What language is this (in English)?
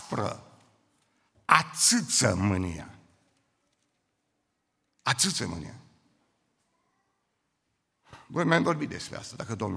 Romanian